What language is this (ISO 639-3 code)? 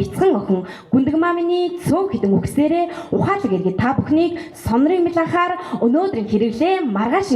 mon